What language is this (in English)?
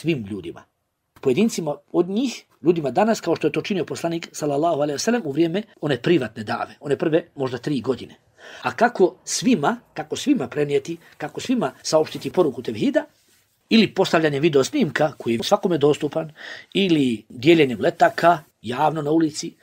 Bosnian